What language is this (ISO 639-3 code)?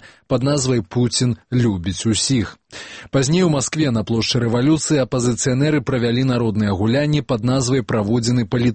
bel